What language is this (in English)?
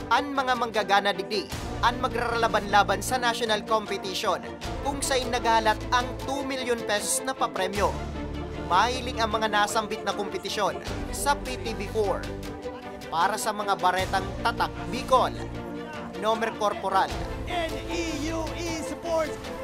Bikol